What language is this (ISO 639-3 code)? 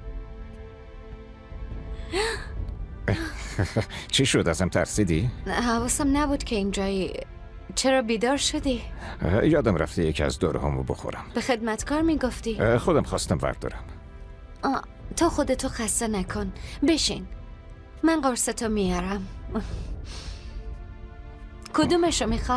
fas